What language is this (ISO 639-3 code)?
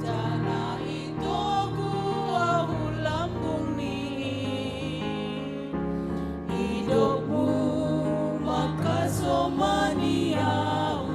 bts